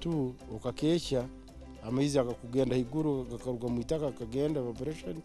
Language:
Nyankole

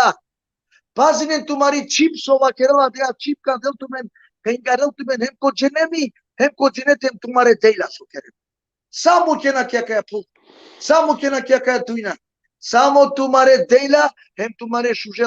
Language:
Balkan Romani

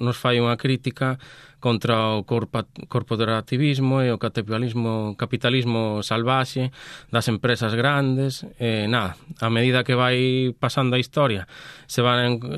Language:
Galician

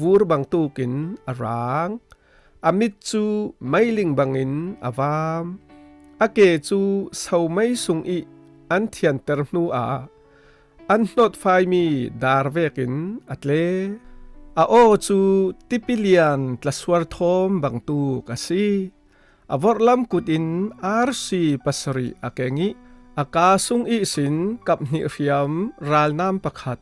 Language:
Falam Chin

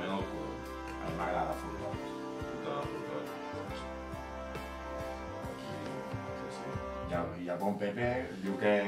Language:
Catalan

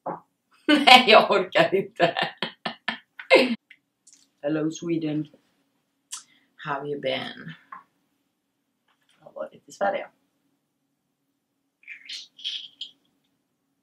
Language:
Swedish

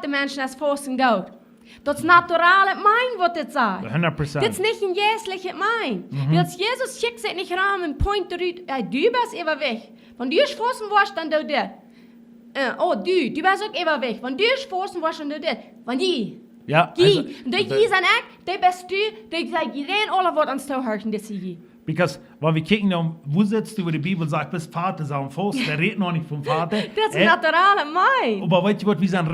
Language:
Plautdietsch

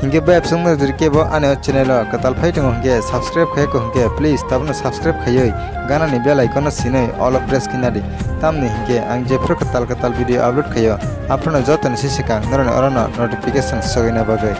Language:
Kok Borok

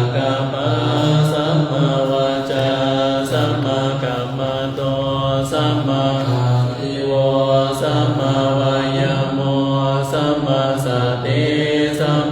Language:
Pali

